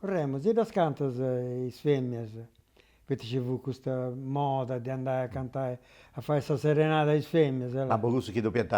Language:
Sardinian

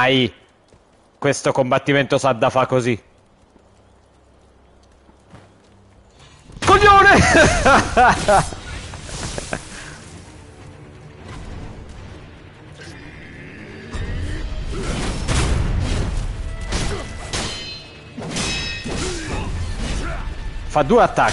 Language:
Italian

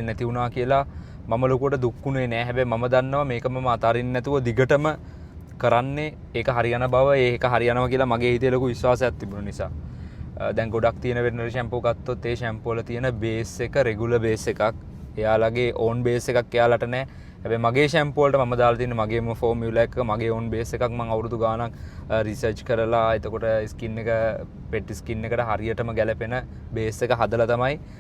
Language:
Sinhala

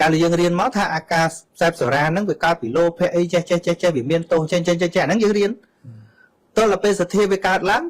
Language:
Khmer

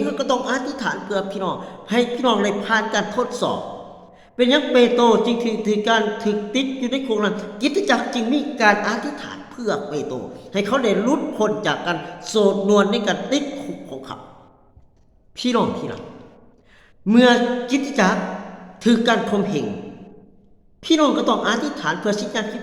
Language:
Lao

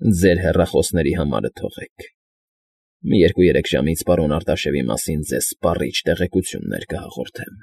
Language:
Armenian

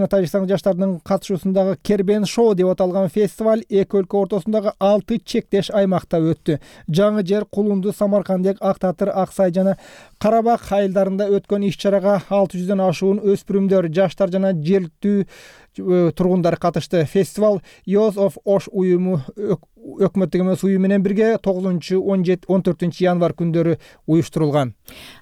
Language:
Kyrgyz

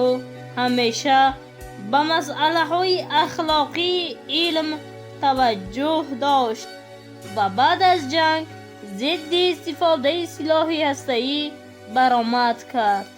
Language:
Tajik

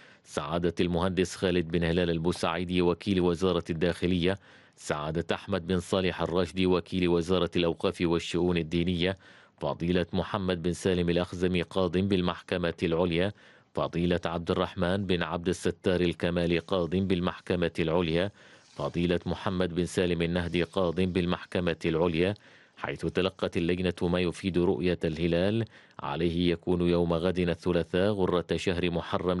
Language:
Arabic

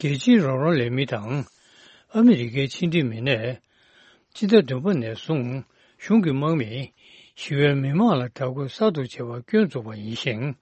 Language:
Tibetan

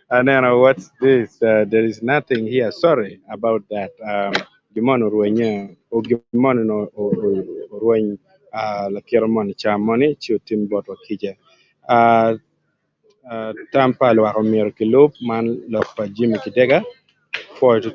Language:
Acoli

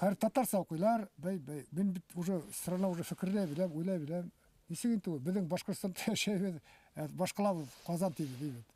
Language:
Bashkir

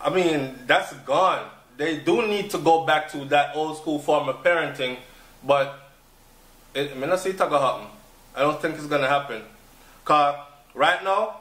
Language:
Jamaican Creole English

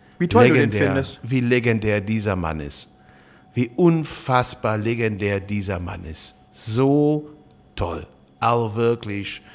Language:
German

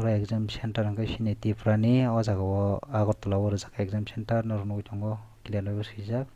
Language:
Kok Borok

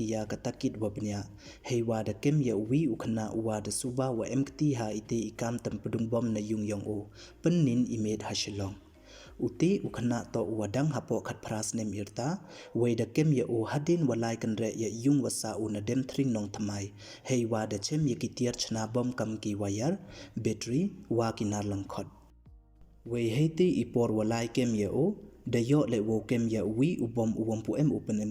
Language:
Pnar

